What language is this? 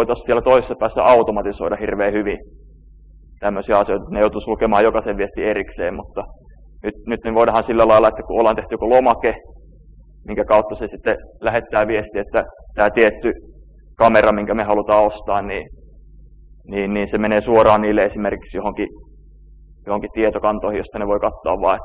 Finnish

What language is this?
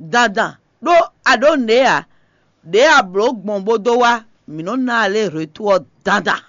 Fon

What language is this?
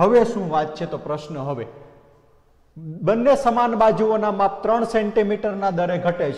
Gujarati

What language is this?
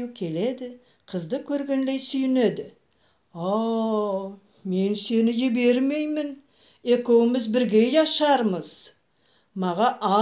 Nogai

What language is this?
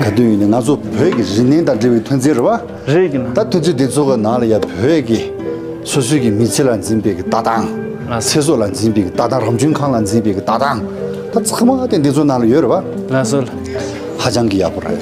Tibetan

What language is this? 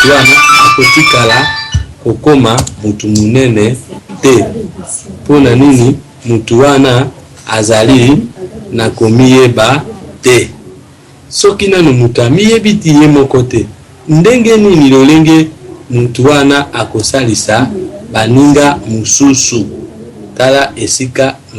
Lingala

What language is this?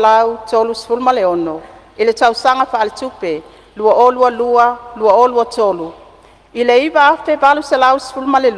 Samoan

